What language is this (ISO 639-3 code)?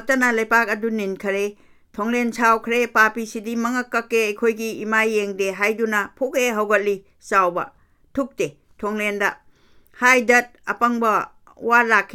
mni